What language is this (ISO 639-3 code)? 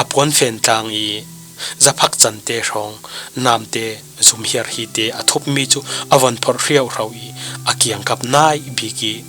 cfm